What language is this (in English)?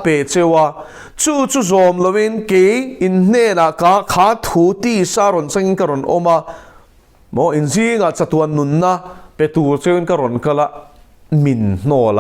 Mizo